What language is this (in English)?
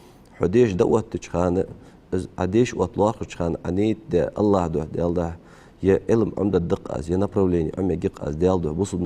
Ingush